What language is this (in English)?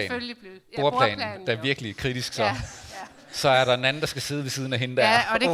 Danish